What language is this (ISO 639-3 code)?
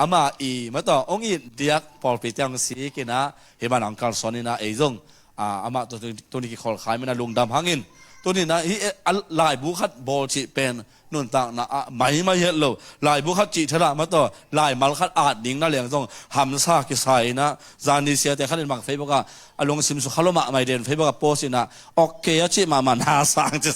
ctd